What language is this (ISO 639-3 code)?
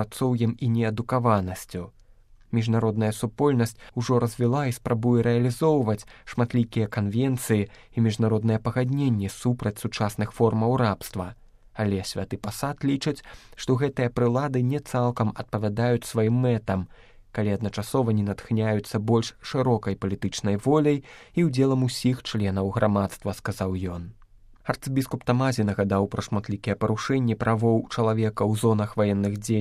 bel